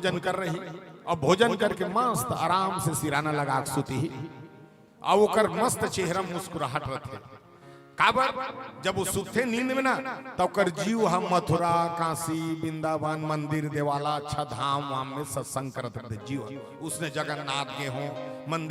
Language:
Chhattisgarhi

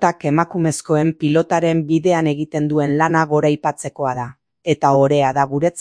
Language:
Basque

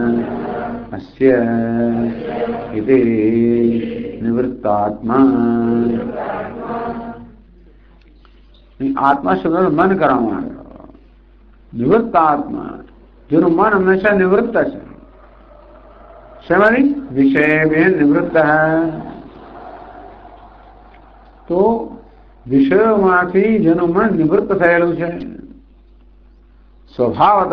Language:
Gujarati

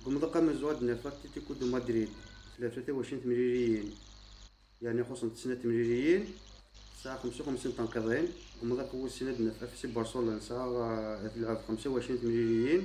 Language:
Kabyle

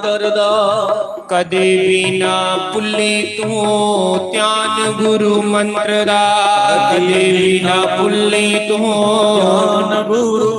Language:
Dogri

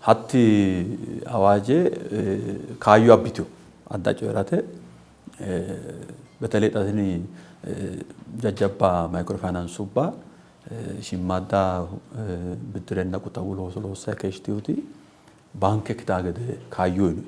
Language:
Sidamo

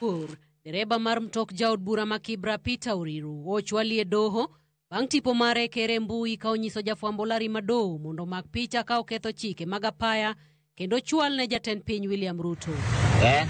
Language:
Luo (Kenya and Tanzania)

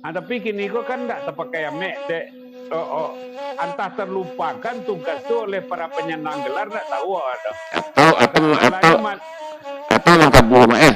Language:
Minangkabau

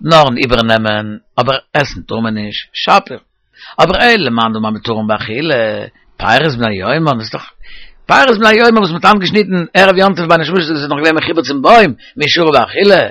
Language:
Yiddish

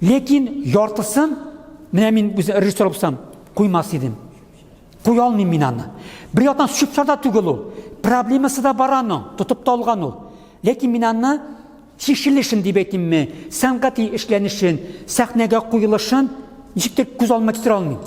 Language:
Tatar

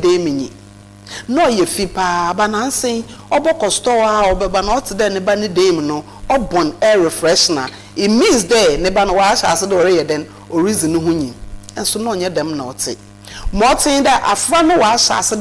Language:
Akan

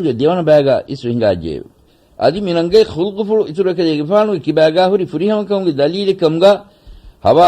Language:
Divehi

